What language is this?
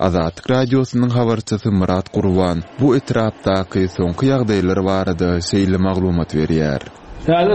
Turkmen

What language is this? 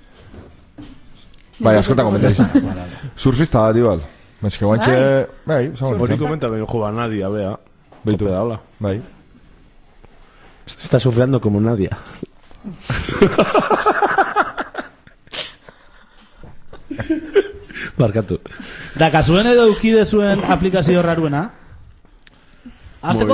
Basque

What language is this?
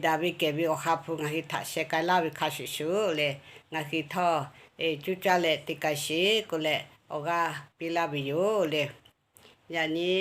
Lahu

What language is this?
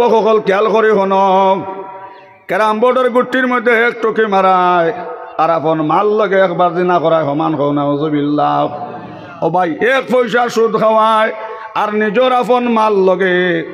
Sylheti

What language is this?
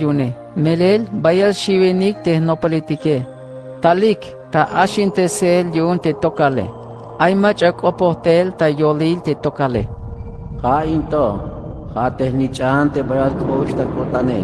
Tzeltal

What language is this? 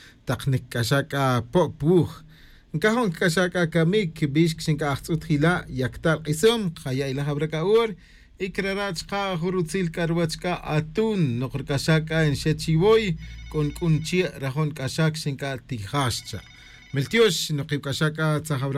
Tz'utujil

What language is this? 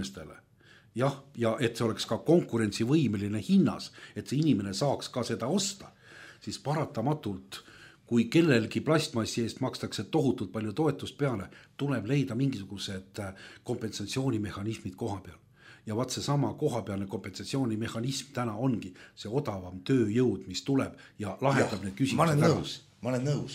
Estonian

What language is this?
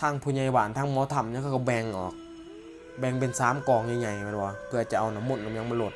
Northeastern Thai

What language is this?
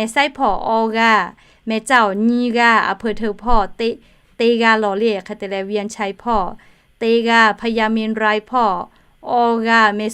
Lahu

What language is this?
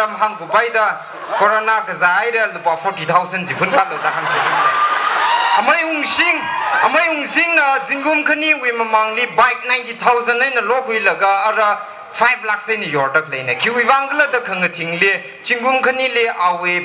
Tangkhul Naga (India)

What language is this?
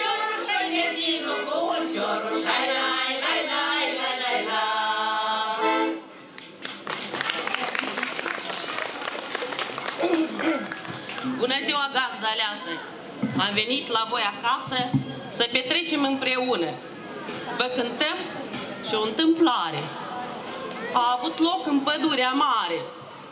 Romanian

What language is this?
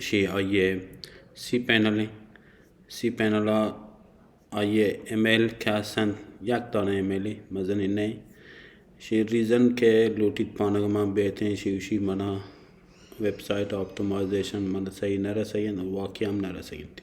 Baluchi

